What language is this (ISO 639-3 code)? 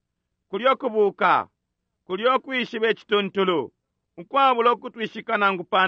bem